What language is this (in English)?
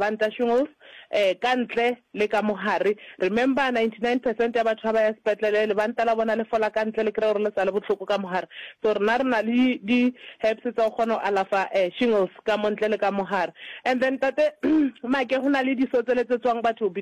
Northern Sotho